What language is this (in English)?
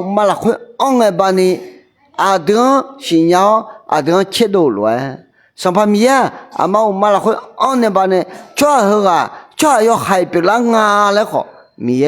Akha